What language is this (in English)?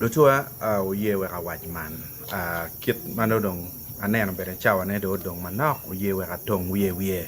Acoli